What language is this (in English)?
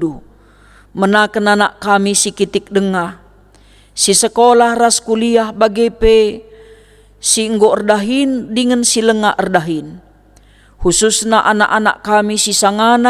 Batak Karo